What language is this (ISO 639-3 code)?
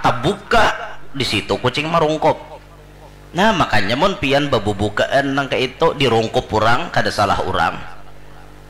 bjn